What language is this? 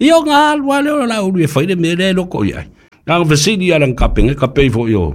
Samoan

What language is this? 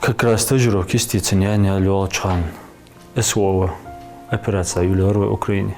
Ingush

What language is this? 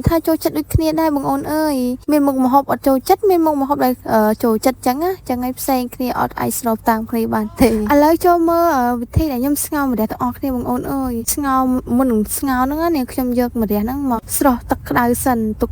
Khmer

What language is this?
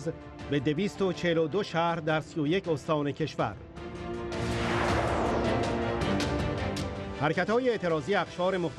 Persian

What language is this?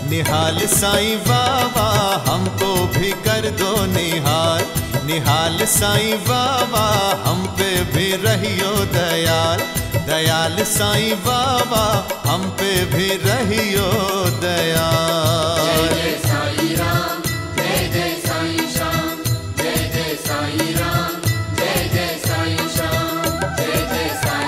Hindi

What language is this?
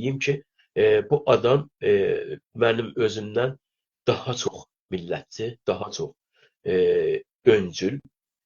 South Azerbaijani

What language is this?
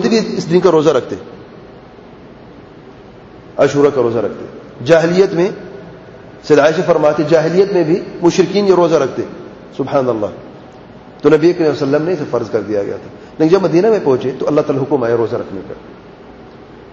Urdu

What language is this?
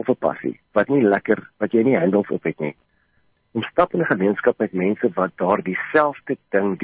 Afrikaans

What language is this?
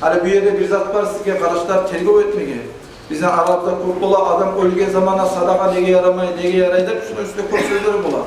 Kumyk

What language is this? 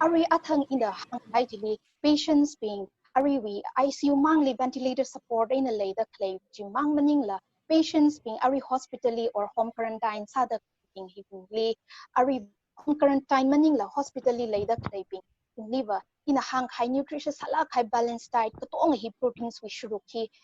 Tangkhul Naga (India)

